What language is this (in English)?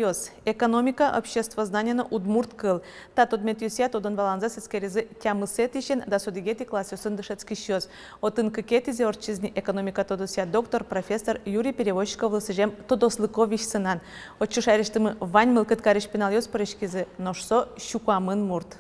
Udmurt